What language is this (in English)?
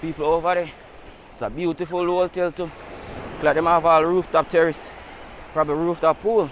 Jamaican Creole English